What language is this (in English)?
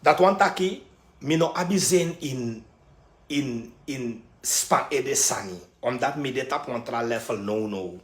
Sranan Tongo